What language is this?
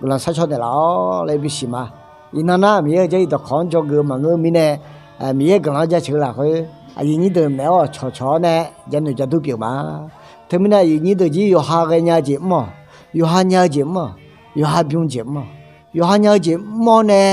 Akha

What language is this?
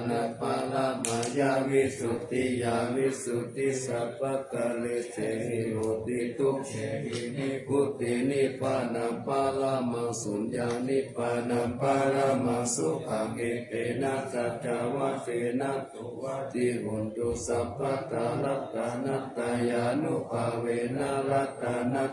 Pali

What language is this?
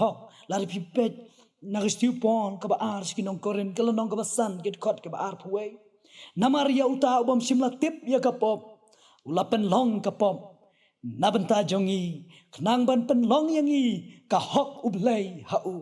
Khasi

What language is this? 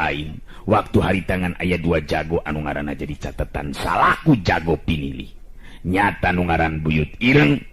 Sundanese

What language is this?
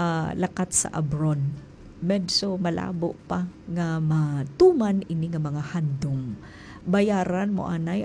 Hiligaynon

